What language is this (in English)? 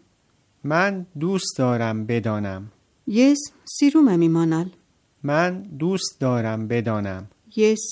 Armenian